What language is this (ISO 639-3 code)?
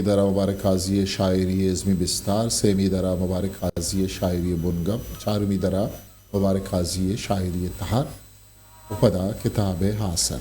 bgp